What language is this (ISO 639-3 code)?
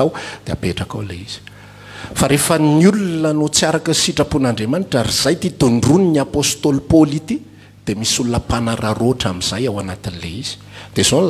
mlg